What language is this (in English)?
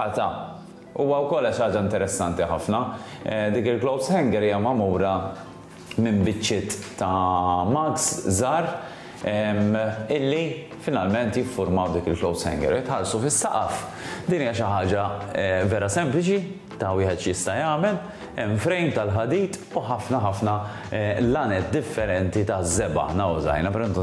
Maltese